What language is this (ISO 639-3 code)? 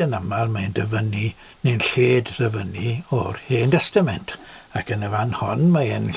cym